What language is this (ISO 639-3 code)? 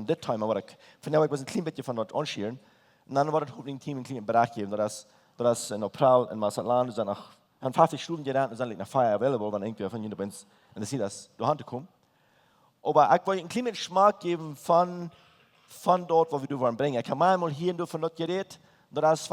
pdt